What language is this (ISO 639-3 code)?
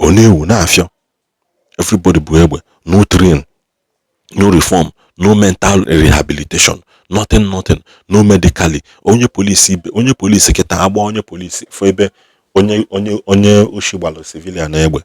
ibo